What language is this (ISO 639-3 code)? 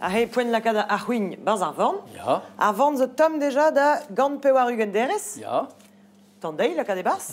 bre